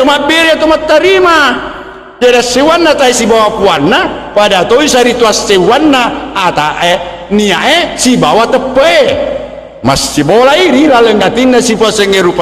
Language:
Buginese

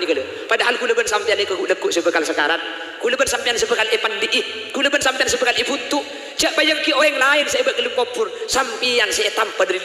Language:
Madurese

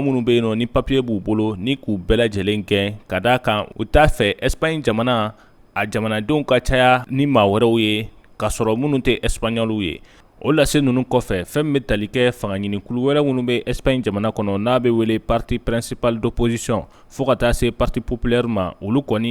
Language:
Bambara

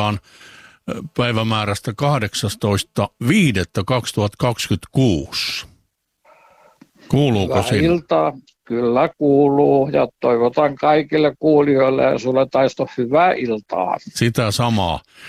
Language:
Finnish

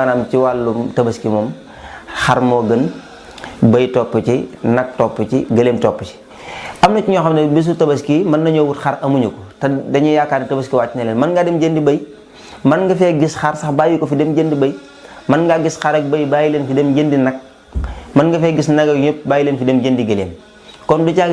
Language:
Wolof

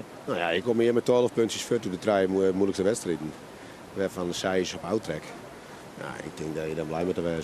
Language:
Western Frisian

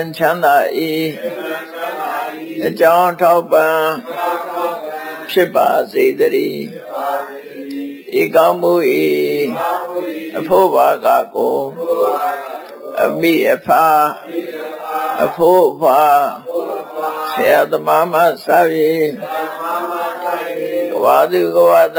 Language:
Burmese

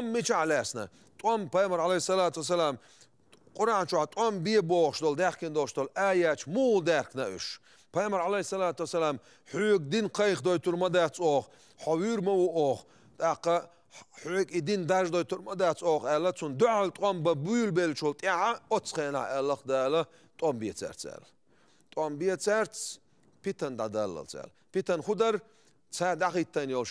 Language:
Chechen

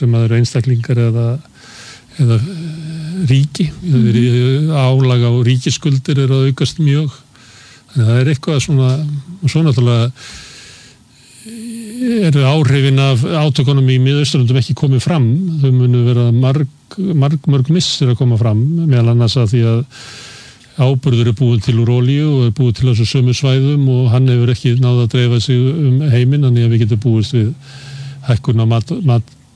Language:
Icelandic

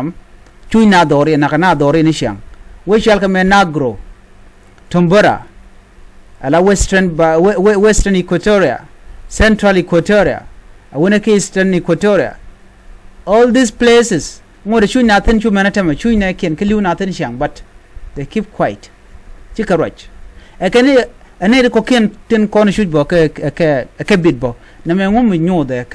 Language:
Nuer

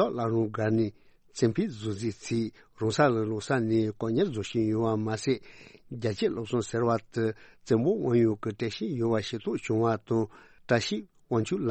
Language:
Tibetan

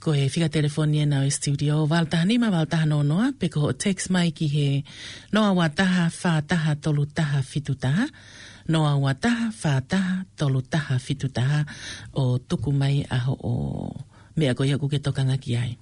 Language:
Tongan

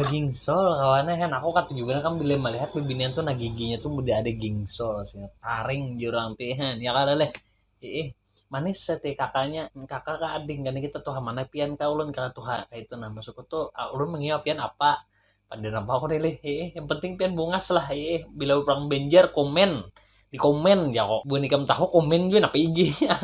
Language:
Banjar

